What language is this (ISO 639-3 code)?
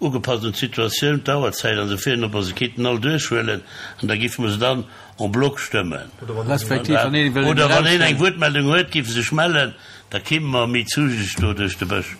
ltz